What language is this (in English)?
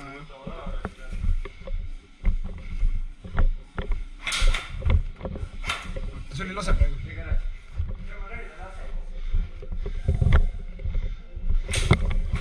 Estonian